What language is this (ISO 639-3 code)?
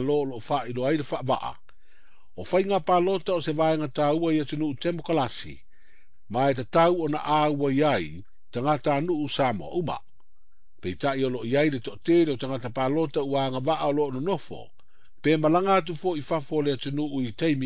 smo